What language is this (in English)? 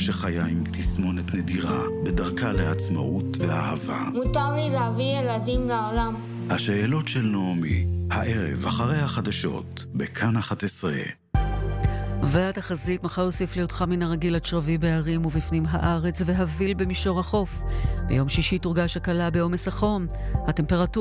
Hebrew